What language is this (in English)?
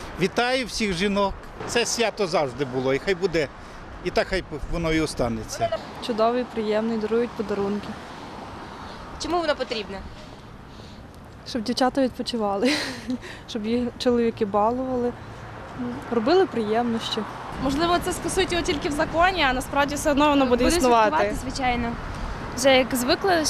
Ukrainian